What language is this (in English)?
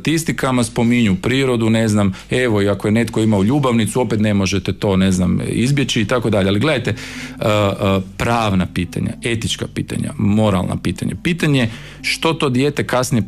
Croatian